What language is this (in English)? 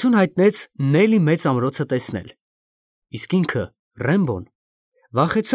Armenian